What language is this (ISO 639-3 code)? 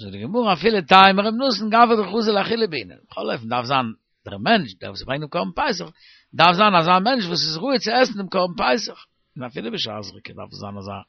yid